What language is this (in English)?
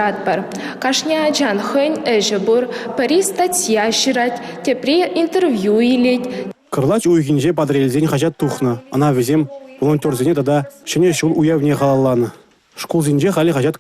Chuvash